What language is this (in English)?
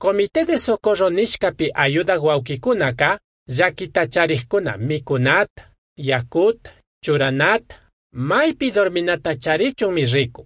Chimborazo Highland Quichua